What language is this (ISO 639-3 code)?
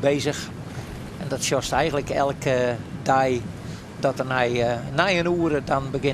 fry